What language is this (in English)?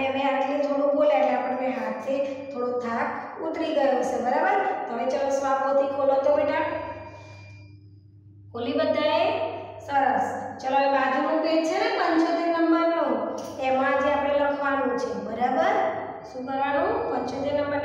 Gujarati